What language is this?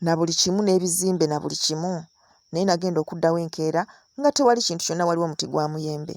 Ganda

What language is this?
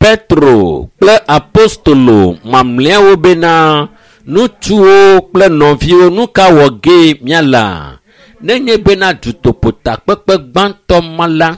Ewe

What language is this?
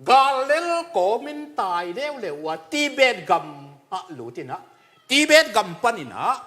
Tedim Chin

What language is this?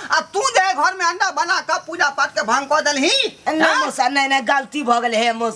Maithili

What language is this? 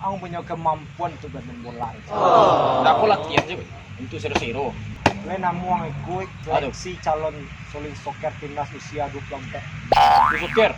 Minangkabau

